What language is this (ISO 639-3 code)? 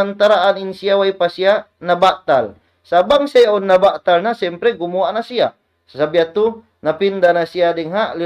tsg